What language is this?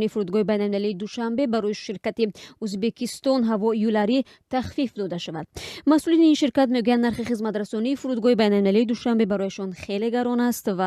Tajik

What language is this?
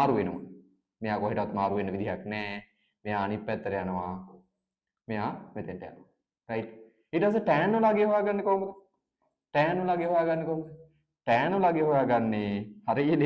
Sinhala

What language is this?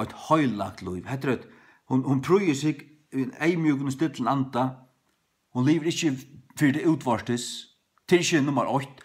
Faroese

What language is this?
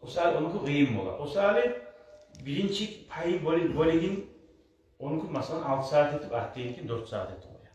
Kumyk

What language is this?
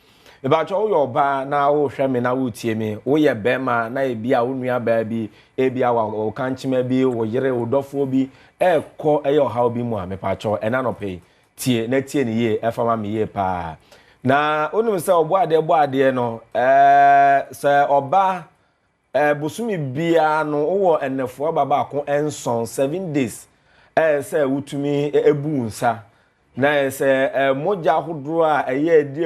Akan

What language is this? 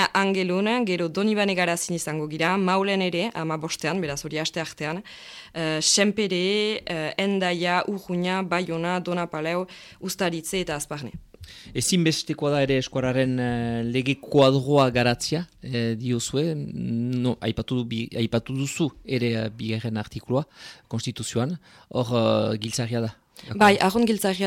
Basque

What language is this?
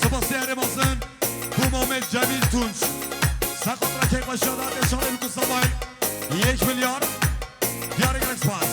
Kurdish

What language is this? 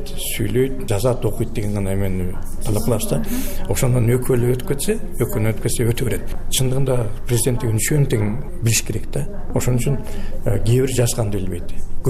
Kyrgyz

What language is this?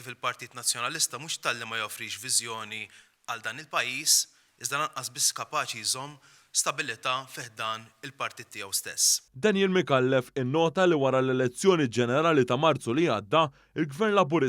Maltese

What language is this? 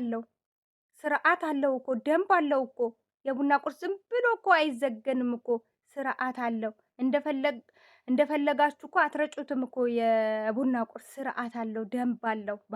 Amharic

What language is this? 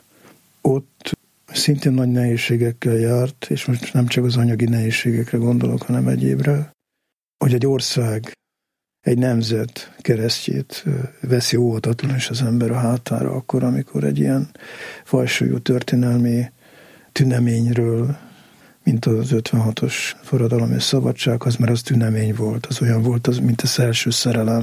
Hungarian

